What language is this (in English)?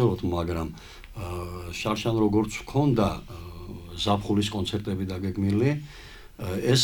Georgian